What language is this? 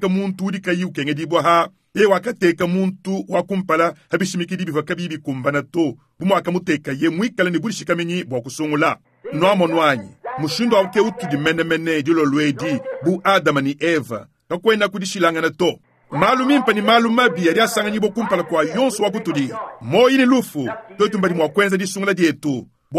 Luba-Lulua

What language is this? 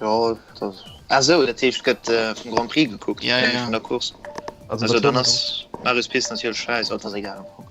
Luxembourgish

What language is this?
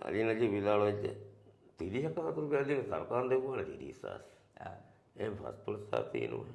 Divehi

